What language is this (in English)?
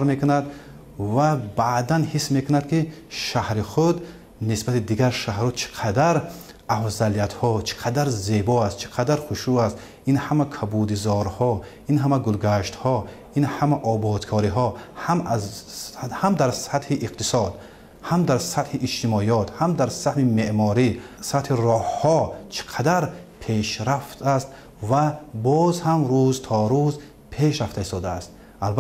Tajik